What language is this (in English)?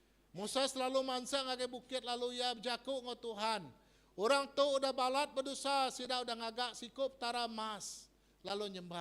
Iban